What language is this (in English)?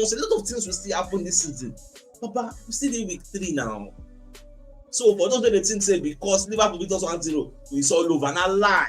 Nigerian Pidgin